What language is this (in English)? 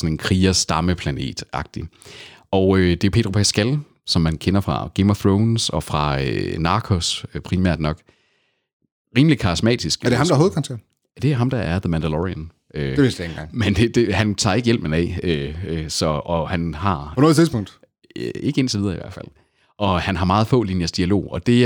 Danish